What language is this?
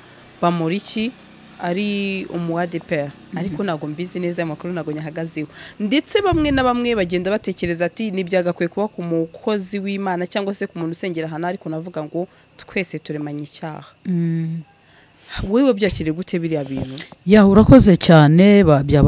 Kinyarwanda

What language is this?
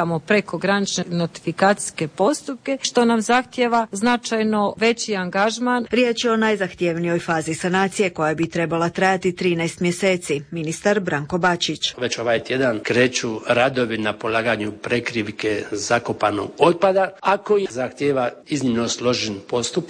Croatian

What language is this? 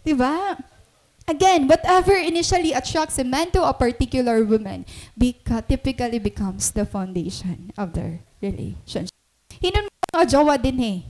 Waray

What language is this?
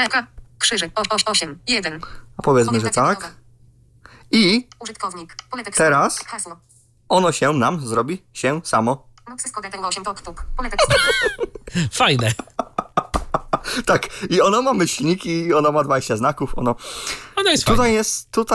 Polish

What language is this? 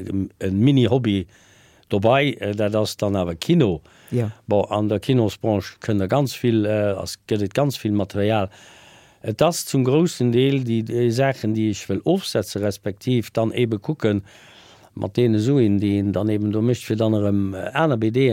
Luxembourgish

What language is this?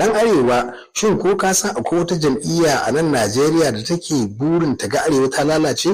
Hausa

